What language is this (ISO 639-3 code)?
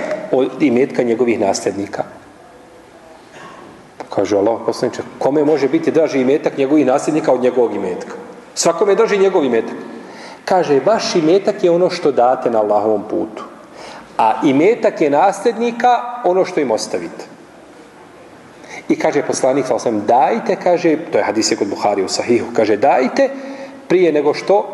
bos